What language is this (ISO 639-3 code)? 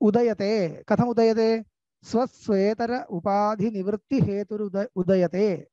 san